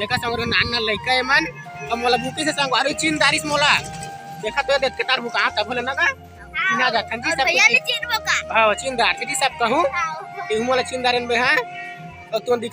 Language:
Chhattisgarhi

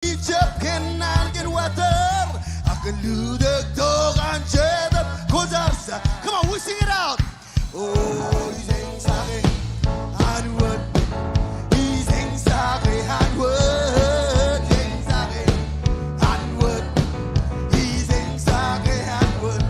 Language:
Marshallese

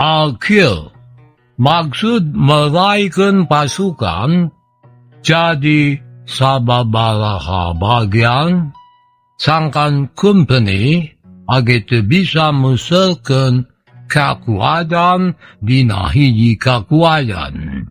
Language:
Sundanese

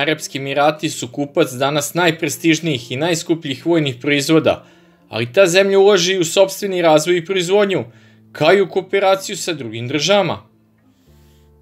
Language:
Serbian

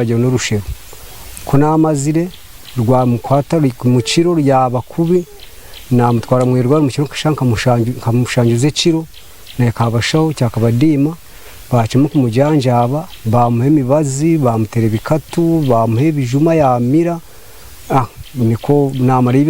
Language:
Nyankole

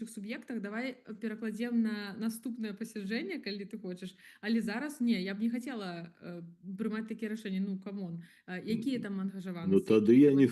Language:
Belarusian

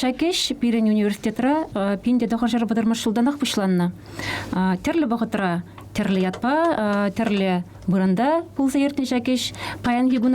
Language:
Chuvash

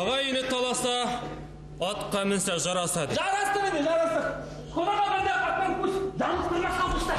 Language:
Bashkir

